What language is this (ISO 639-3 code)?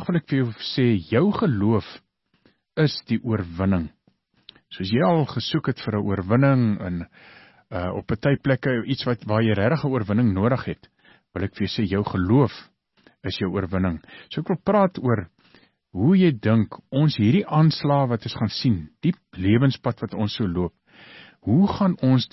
afr